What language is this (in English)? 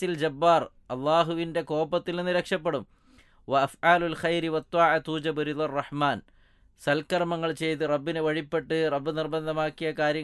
Malayalam